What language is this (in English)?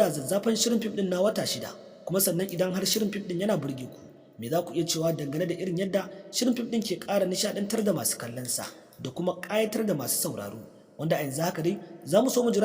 Hausa